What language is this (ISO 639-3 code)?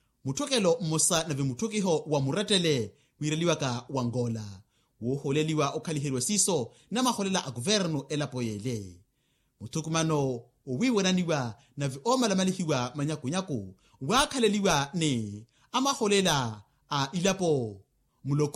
vmw